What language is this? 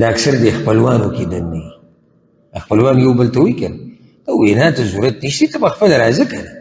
Pashto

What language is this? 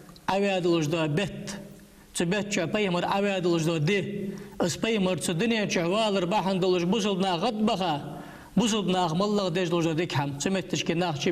Ingush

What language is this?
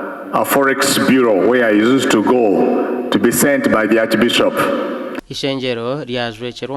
Nyankole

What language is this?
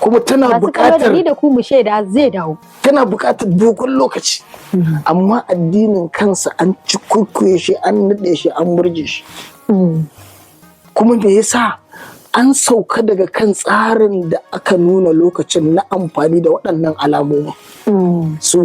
Hausa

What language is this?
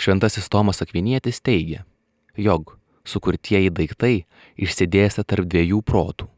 Lithuanian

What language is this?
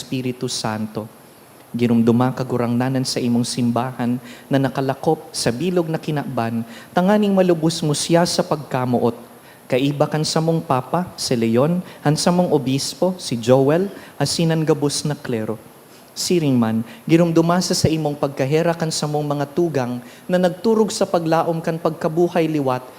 Bikol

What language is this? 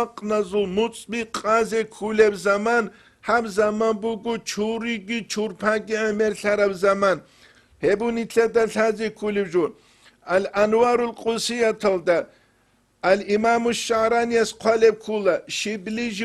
Avaric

